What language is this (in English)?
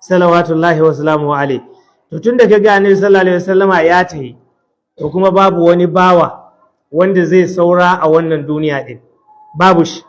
Hausa